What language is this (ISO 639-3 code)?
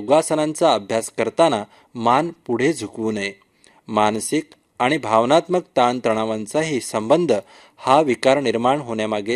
mar